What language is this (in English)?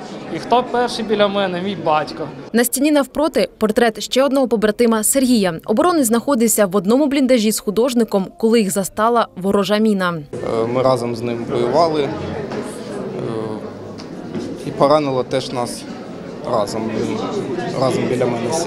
Ukrainian